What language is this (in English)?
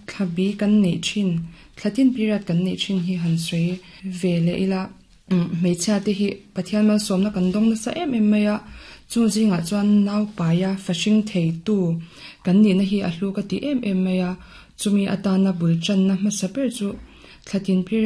Mizo